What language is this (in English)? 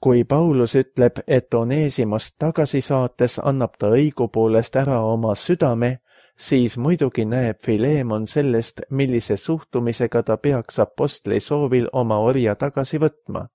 Estonian